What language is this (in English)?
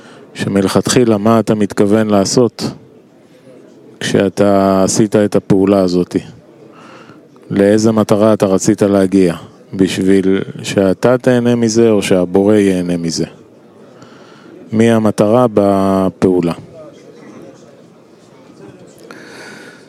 Hebrew